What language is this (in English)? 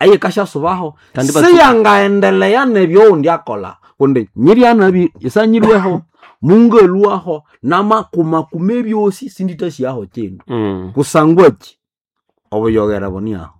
Nande